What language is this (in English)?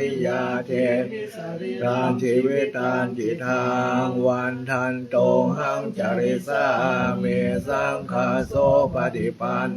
Pali